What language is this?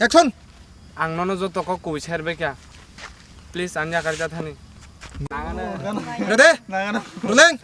Kok Borok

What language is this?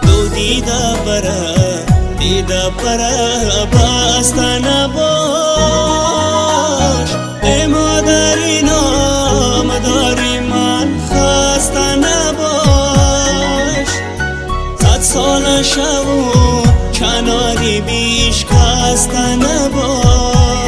Tajik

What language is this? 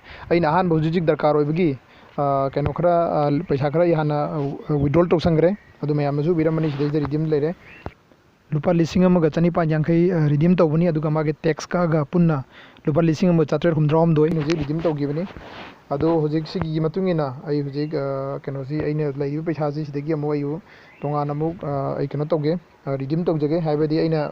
Manipuri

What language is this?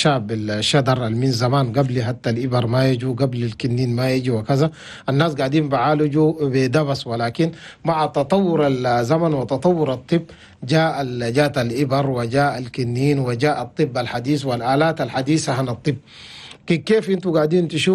Chadian Arabic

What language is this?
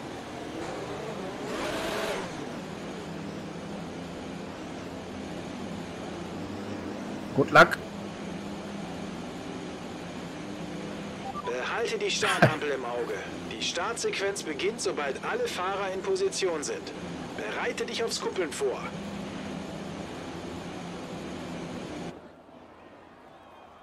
German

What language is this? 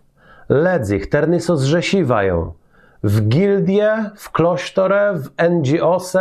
Kashubian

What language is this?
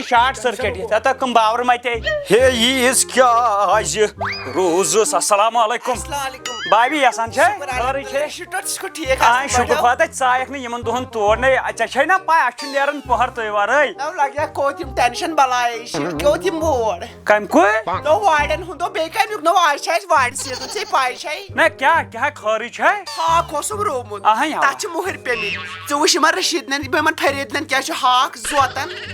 Kashmiri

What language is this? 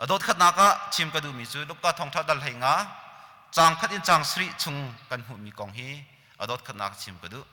Hakha Chin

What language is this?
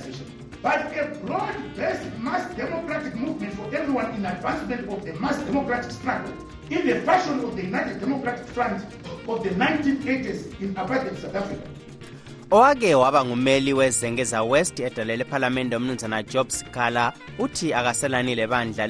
North Ndebele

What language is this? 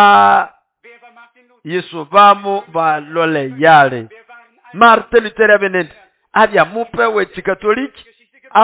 Nande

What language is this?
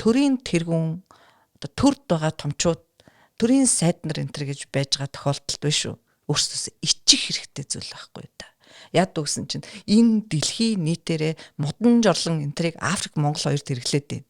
Mongolian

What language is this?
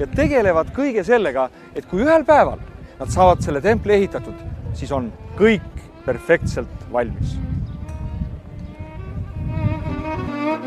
Estonian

